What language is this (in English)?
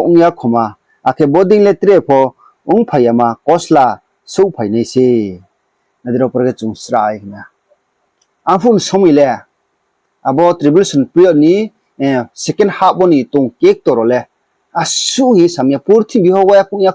Riang (India)